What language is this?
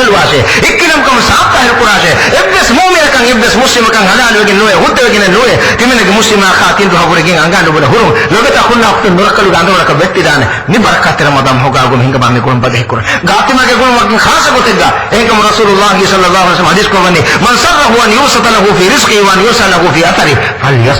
Divehi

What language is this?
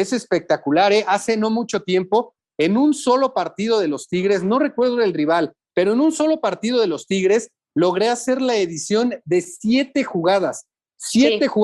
Spanish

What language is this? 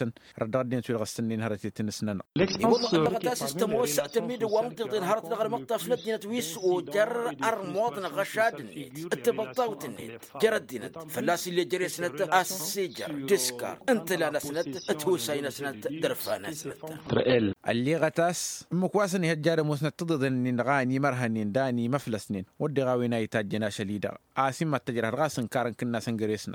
Tamasheq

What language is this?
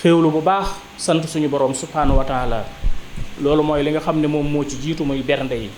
Wolof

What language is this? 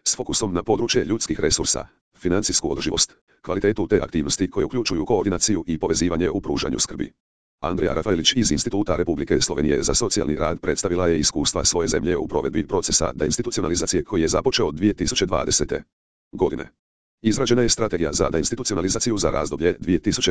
Croatian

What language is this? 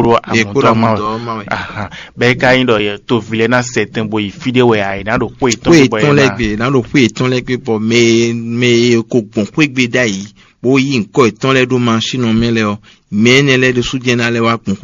Fon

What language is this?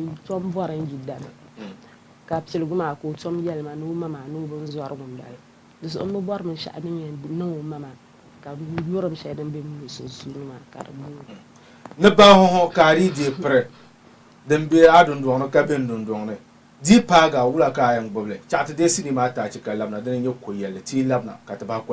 Dagbani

